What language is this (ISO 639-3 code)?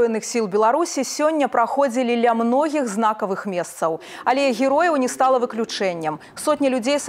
bel